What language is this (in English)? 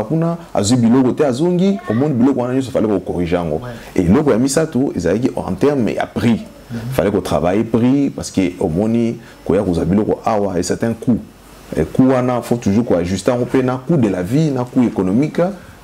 Lingala